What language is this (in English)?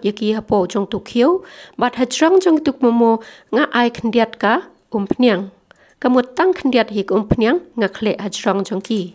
Khasi